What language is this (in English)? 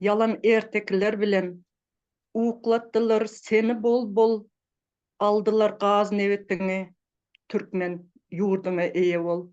Turkmen